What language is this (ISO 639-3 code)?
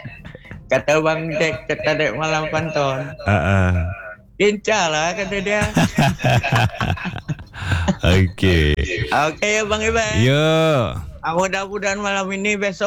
msa